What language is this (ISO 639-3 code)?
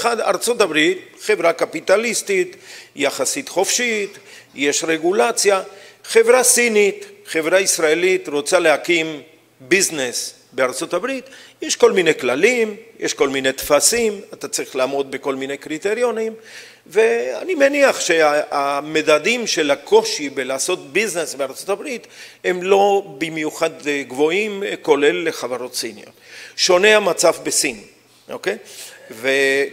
heb